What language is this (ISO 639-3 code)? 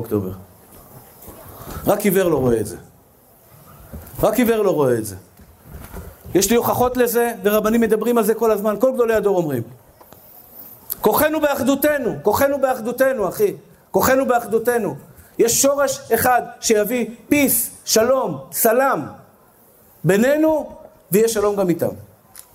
heb